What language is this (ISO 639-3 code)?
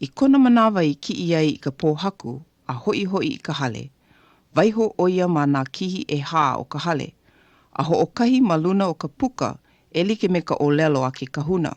haw